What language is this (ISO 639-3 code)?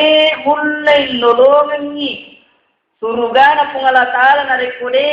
bug